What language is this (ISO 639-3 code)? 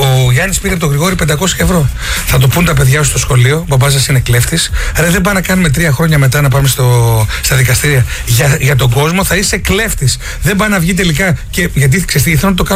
ell